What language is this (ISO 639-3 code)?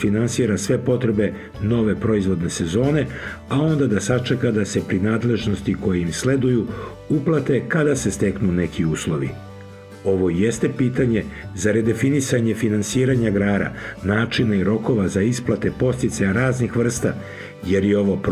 srp